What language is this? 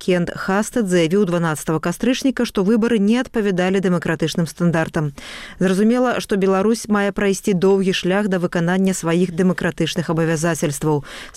Belarusian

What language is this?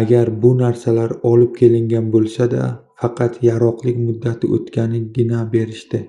Uzbek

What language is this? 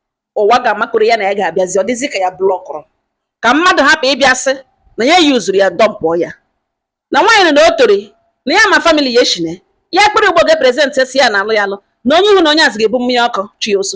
Igbo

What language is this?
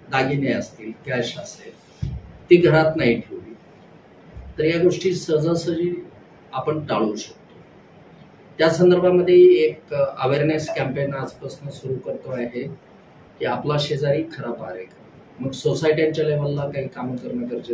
Marathi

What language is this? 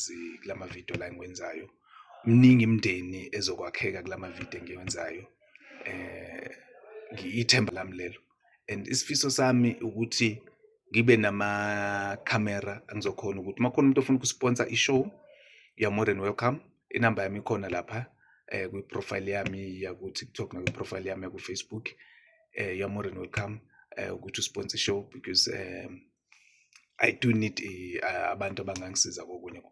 Zulu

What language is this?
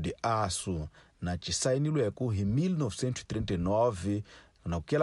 Tsonga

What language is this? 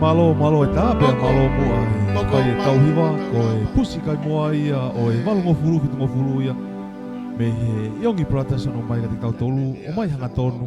Tongan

